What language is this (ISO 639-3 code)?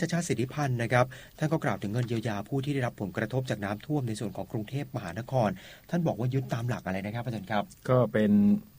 tha